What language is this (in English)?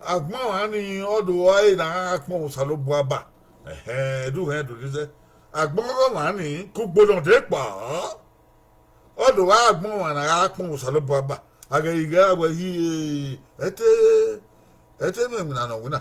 Bini